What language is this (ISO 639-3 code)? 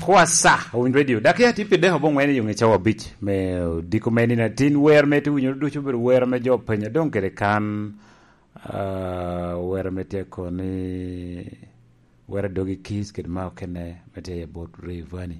laj